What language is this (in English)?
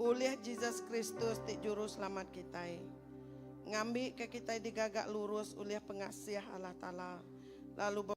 Iban